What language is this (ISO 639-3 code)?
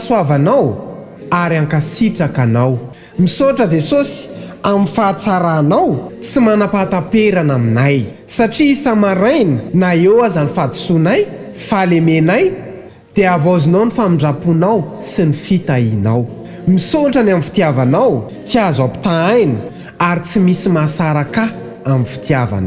mlg